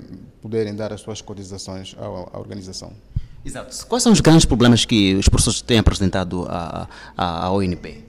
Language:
Portuguese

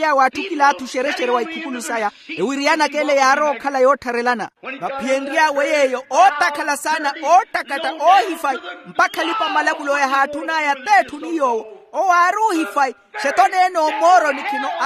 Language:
Makhuwa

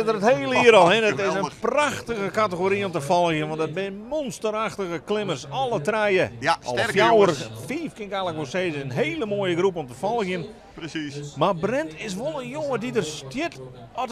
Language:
Western Frisian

